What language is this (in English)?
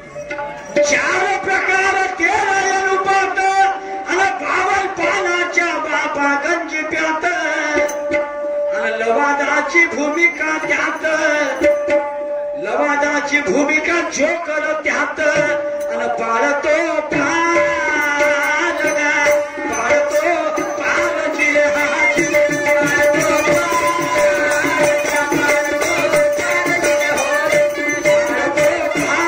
Marathi